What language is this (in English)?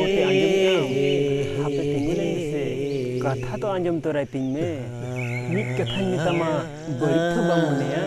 Santali